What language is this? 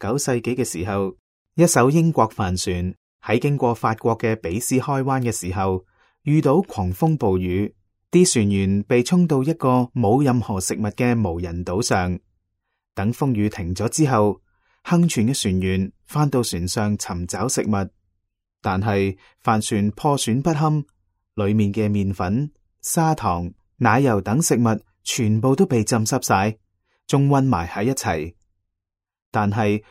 Cantonese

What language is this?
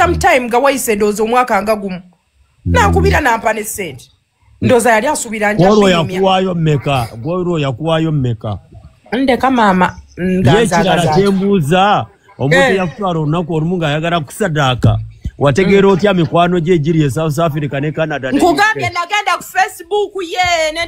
Ganda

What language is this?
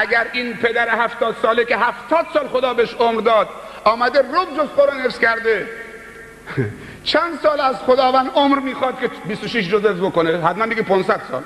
Persian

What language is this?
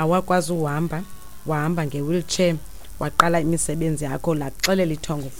Xhosa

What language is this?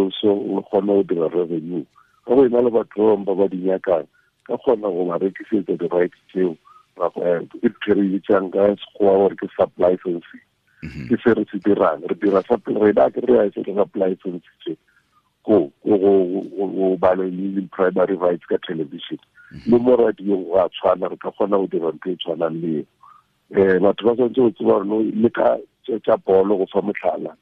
Tswana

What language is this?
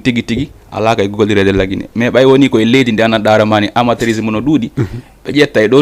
Fula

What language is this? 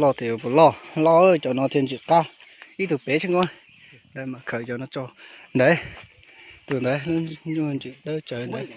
Hmong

